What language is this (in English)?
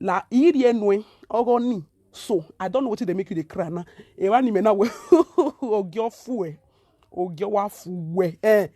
Nigerian Pidgin